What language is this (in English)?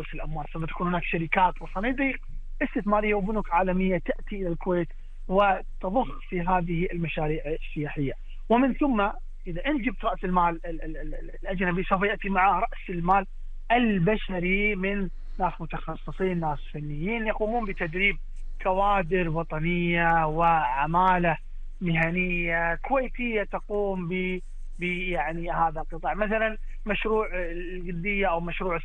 Gulf Arabic